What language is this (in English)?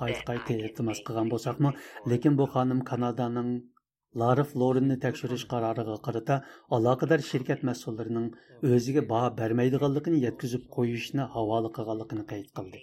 Uyghur